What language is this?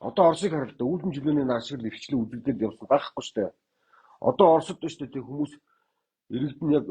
Mongolian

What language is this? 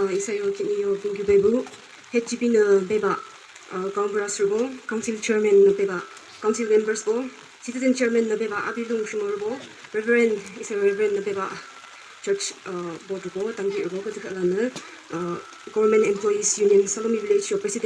Yimchungru Naga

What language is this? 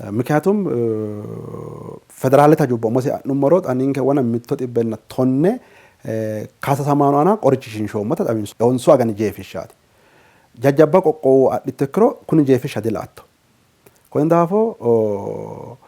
Sidamo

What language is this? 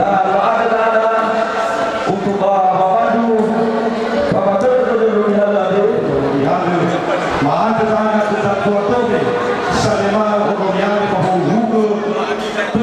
Nias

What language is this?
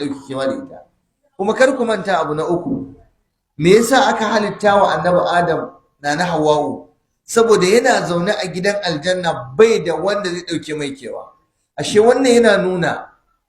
Hausa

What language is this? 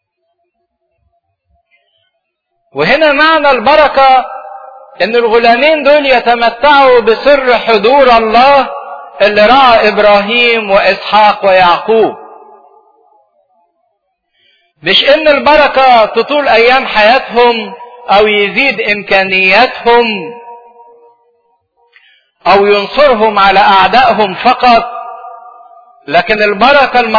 Egyptian Arabic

